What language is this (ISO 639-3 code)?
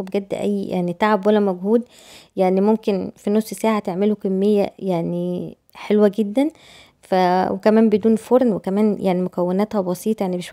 arz